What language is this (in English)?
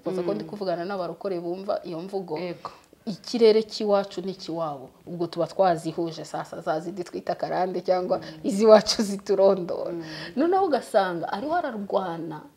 Kinyarwanda